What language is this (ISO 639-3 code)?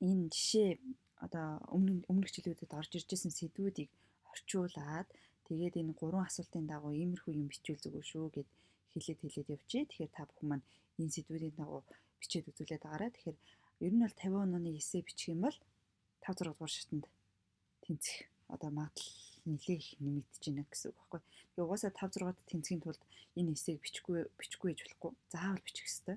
mon